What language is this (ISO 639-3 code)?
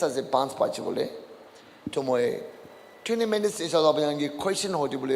nag